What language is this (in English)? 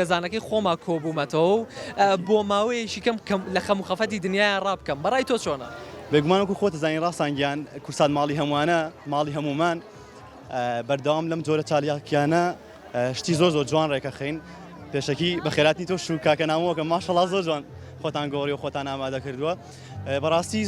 Central Kurdish